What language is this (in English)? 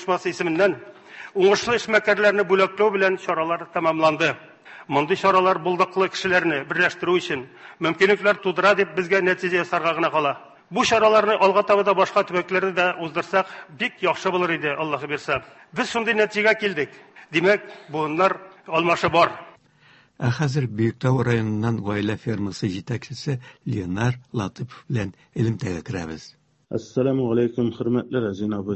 Tatar